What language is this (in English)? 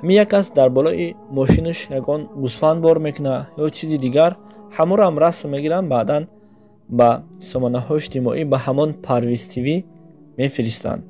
Tajik